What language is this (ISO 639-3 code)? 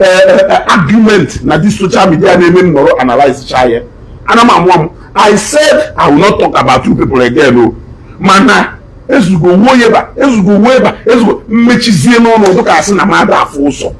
ibo